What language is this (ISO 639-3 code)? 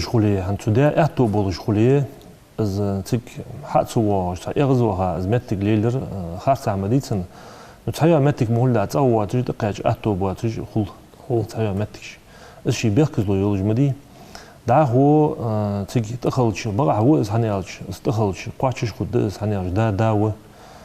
inh